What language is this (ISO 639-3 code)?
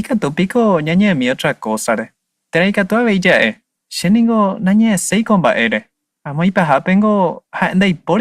grn